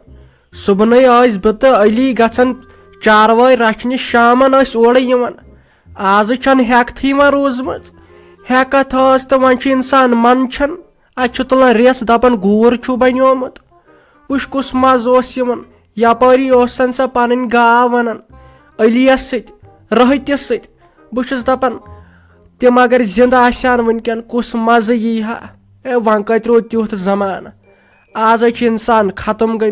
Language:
Kashmiri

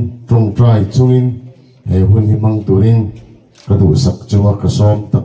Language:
Mizo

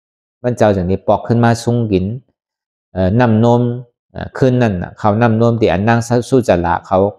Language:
Shan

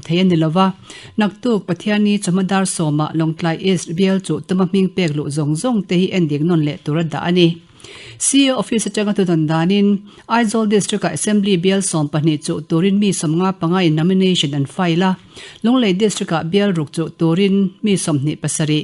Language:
Mizo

